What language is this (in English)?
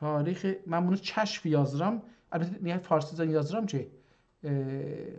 South Azerbaijani